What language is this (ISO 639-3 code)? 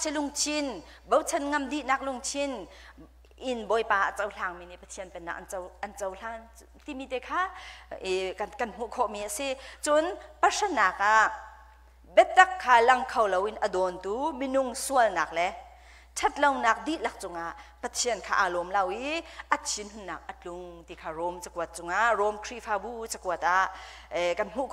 cnh